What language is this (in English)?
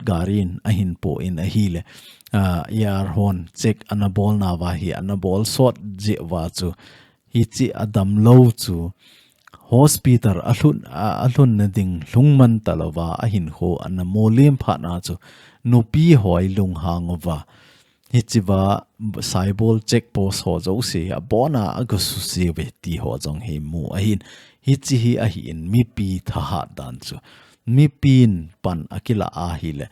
Thado Chin